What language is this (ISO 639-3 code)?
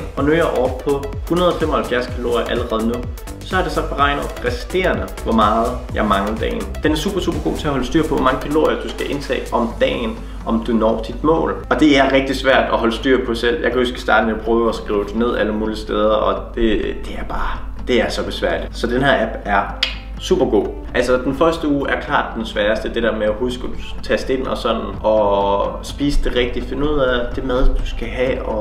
dan